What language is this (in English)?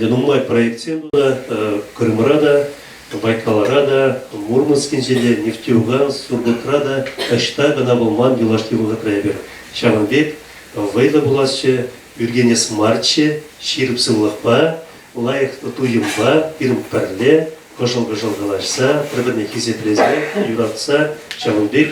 Chuvash